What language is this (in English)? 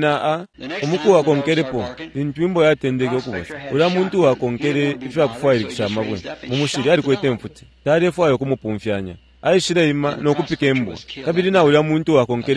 Bemba